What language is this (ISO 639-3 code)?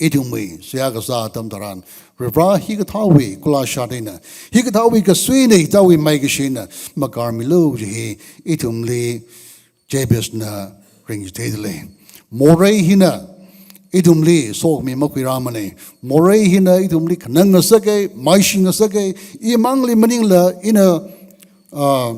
nmf